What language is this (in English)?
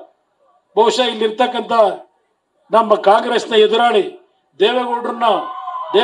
Kannada